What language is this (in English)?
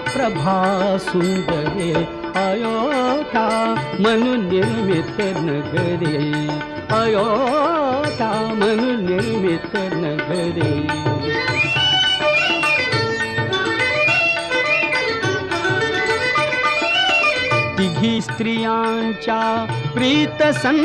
Marathi